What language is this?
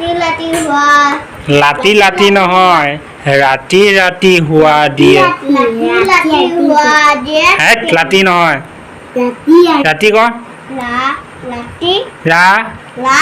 Assamese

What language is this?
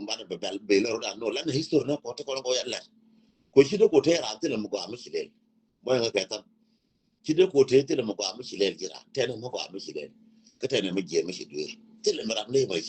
Nuer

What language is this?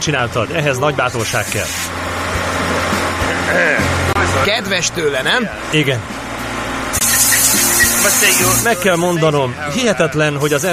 Hungarian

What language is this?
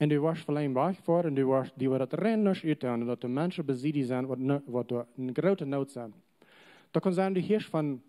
Plautdietsch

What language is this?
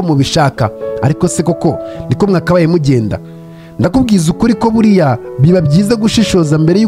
Kinyarwanda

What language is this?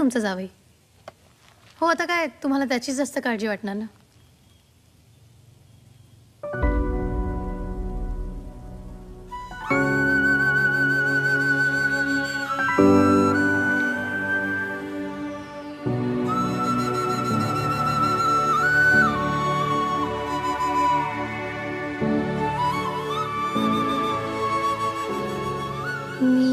Marathi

